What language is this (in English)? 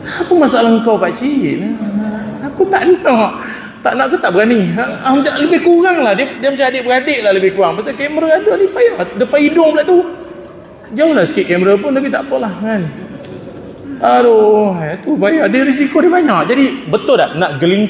Malay